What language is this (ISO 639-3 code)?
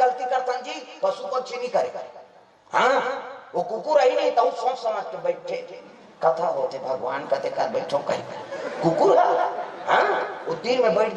hne